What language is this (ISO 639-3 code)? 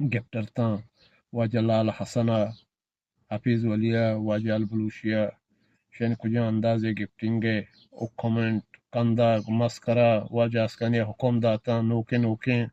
bgp